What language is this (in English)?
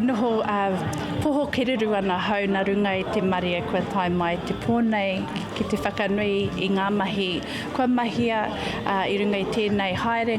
Māori